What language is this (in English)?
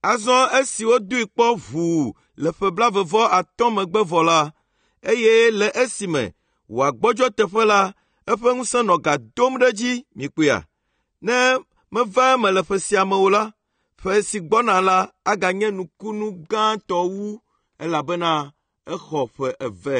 Ewe